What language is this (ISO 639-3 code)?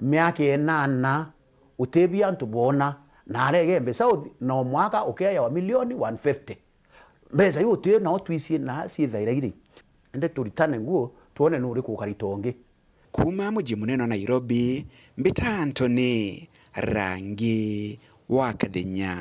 mer